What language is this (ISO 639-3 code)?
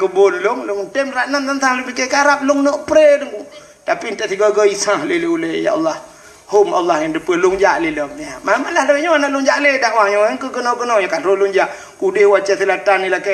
ace